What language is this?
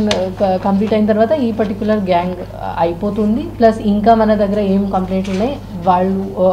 Telugu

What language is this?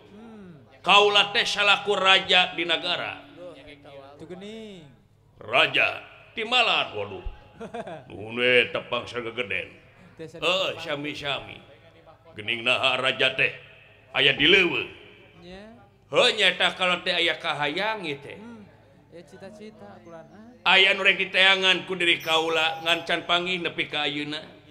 Sundanese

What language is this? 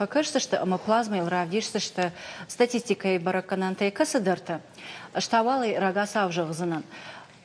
Ossetic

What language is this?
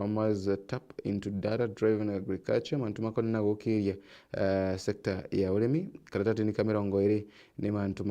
Meru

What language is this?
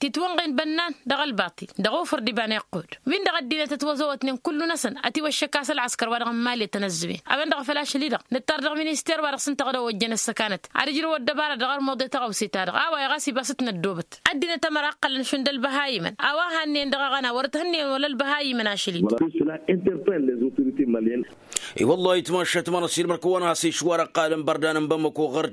Tamasheq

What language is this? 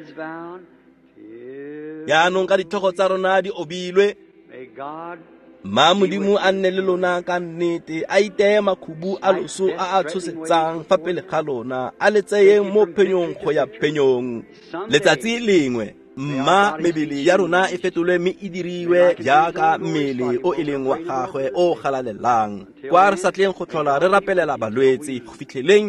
Tswana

